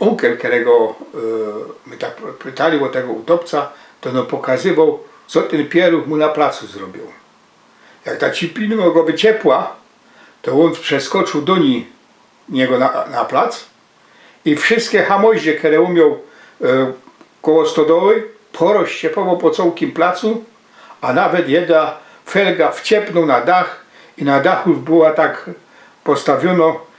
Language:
Silesian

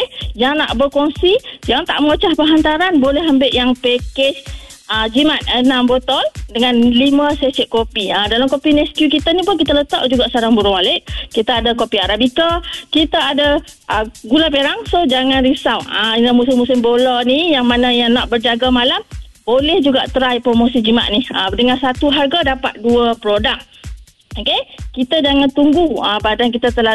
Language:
Malay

